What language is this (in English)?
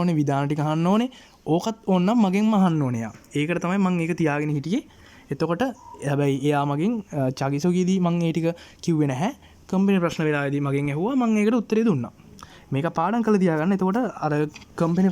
Sinhala